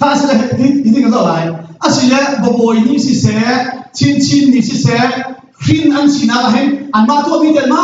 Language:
Hakha Chin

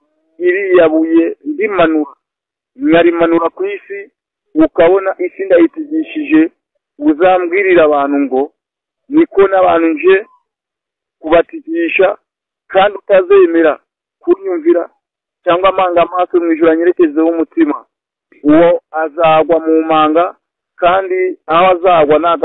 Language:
Kinyarwanda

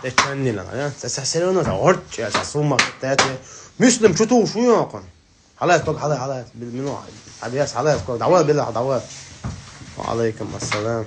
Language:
Chechen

